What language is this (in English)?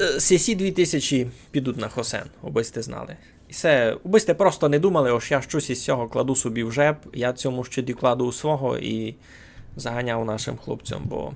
Rusyn